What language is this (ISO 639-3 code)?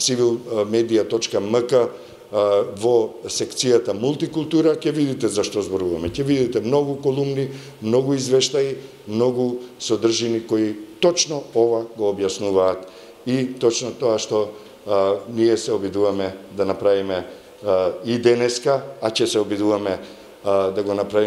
mkd